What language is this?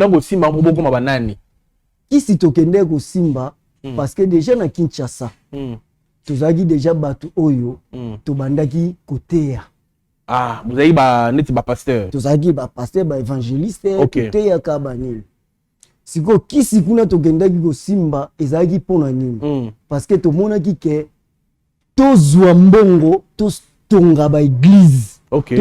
Lingala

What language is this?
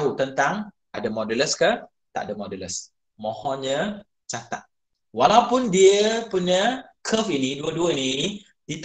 Malay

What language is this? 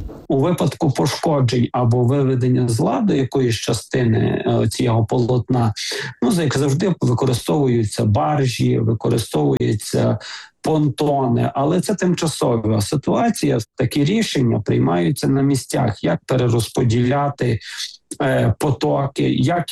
Ukrainian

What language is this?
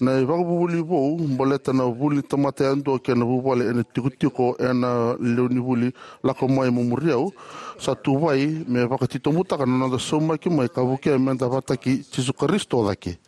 Fijian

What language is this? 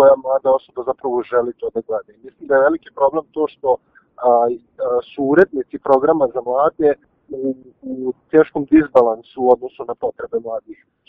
Serbian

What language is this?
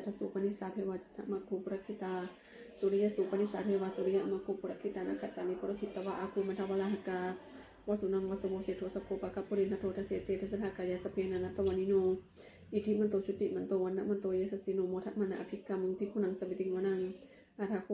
Pali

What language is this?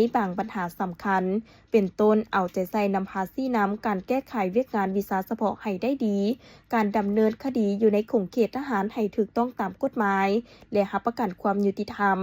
Lao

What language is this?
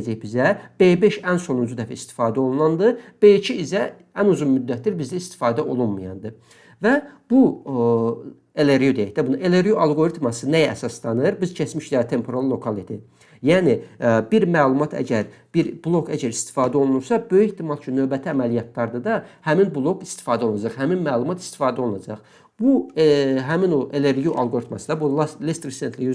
Azerbaijani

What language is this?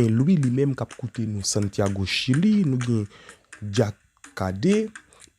Haitian Creole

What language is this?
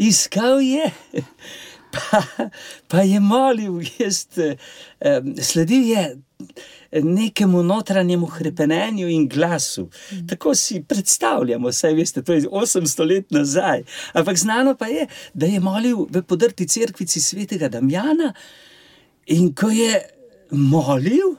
Slovenian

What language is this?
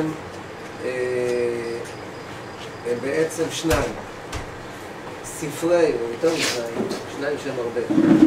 Hebrew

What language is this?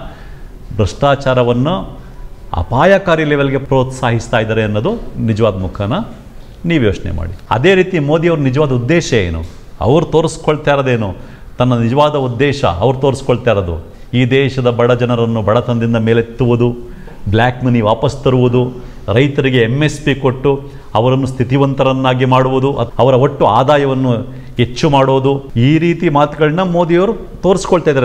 Kannada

